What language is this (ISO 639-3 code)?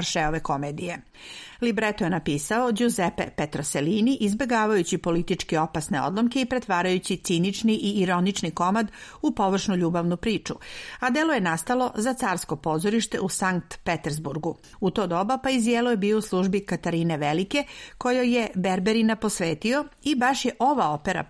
srp